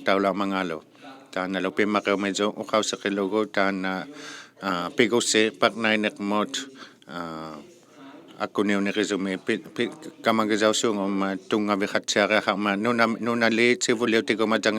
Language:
Inuktitut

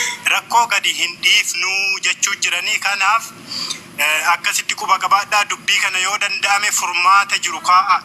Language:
Oromo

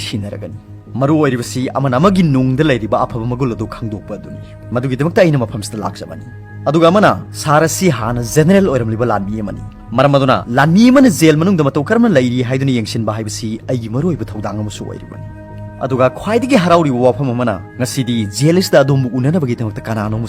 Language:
Manipuri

